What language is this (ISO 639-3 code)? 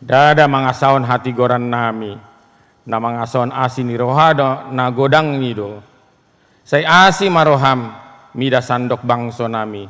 bbc